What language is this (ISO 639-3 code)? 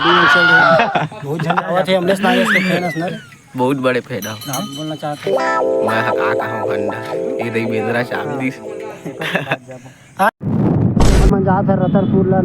hne